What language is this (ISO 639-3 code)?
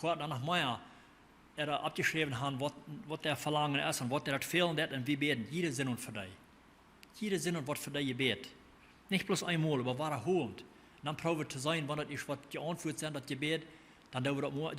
pdt